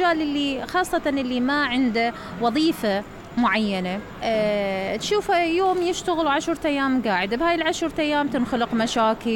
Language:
Mesopotamian Arabic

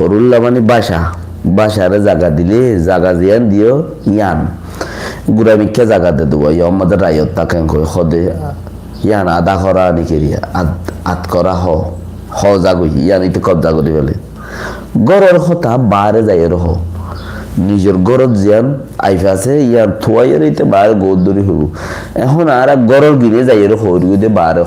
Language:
Rohingya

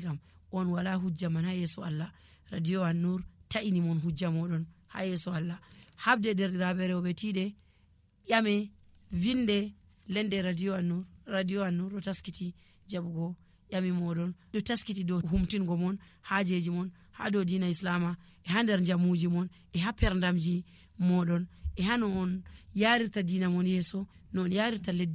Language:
Nigerian Fulfulde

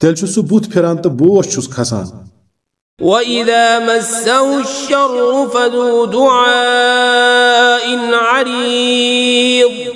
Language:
Kashmiri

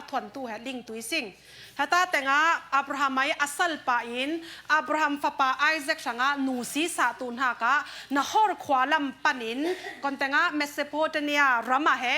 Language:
Falam Chin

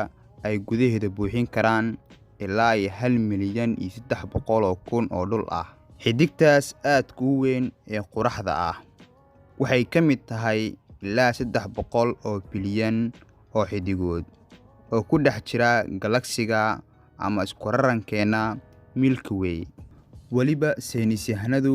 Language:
Somali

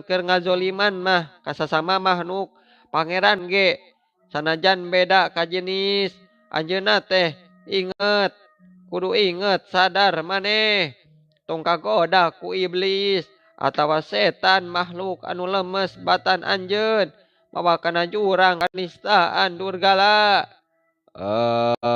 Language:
Sundanese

